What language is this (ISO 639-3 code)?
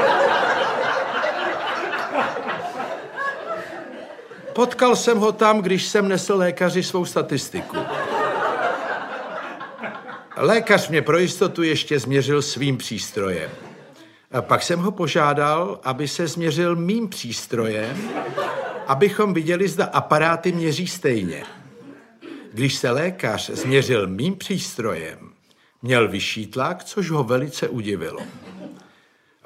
ces